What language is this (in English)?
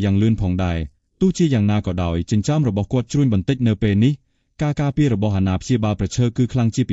Khmer